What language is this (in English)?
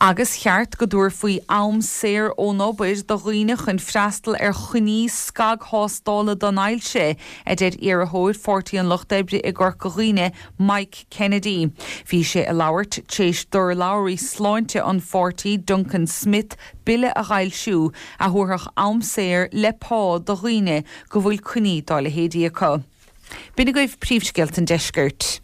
Irish